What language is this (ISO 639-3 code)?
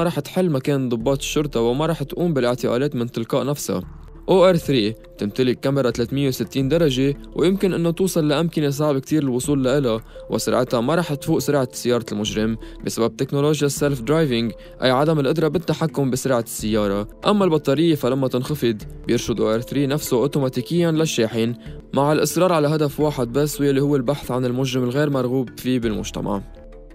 apc